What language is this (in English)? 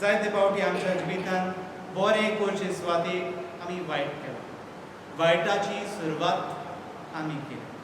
Konkani